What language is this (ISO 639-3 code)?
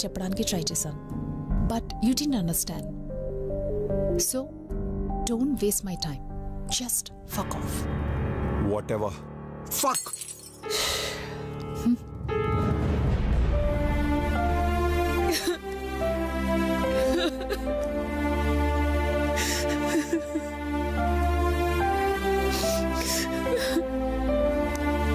tel